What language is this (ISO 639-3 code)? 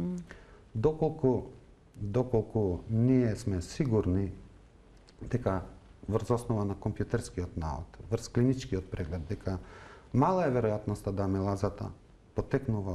mkd